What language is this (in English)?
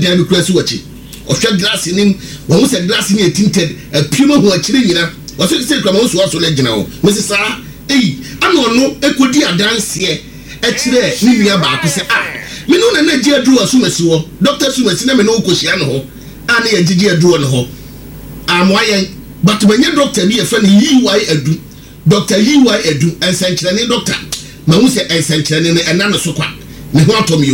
Akan